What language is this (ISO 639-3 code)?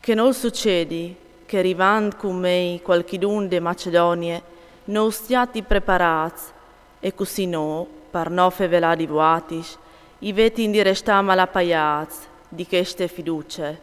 fur